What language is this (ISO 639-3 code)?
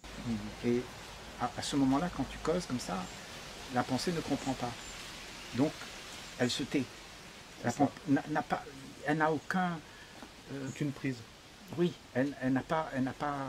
fra